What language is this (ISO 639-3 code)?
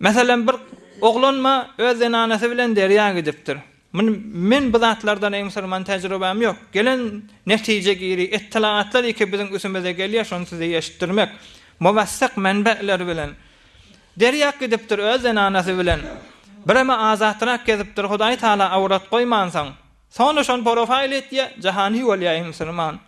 tuk